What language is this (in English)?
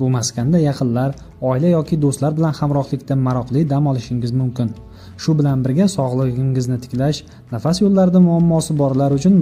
Uzbek